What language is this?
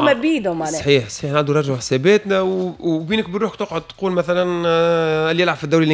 Tunisian Arabic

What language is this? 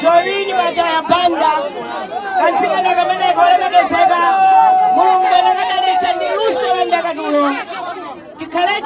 Nyanja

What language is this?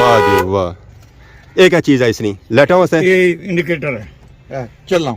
Pahari-Potwari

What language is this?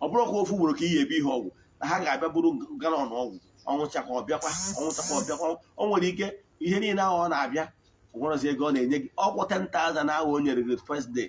Igbo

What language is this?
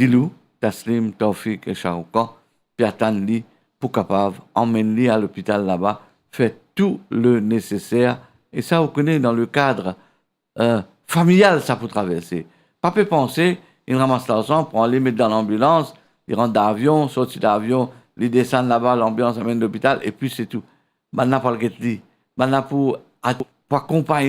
Morisyen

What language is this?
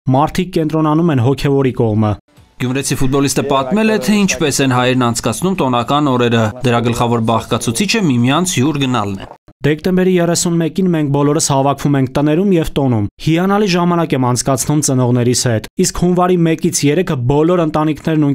Armenian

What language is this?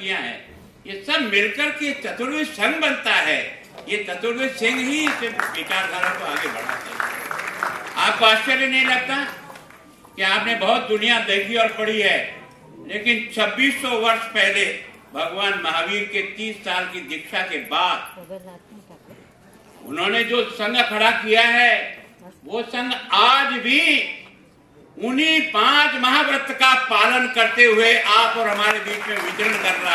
Hindi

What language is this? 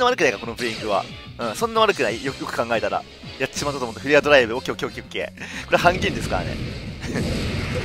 Japanese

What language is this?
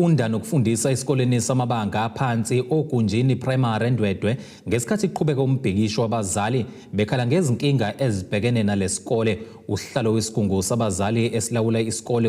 Zulu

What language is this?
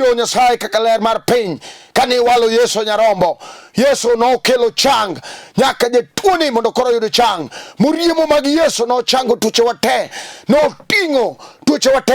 Luo (Kenya and Tanzania)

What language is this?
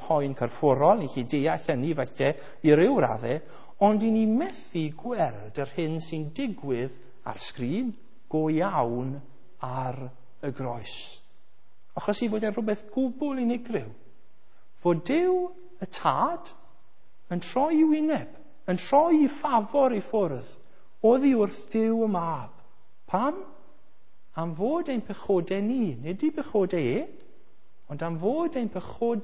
Welsh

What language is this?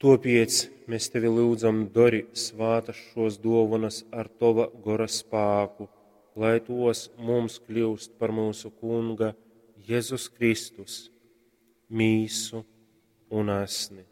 Latgalian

